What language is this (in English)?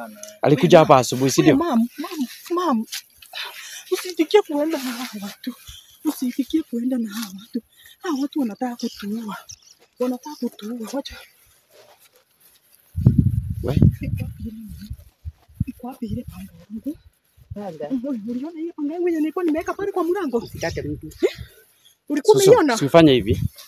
Swahili